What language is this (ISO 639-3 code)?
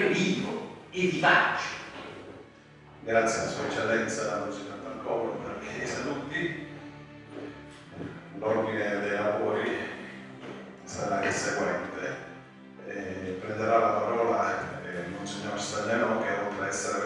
ita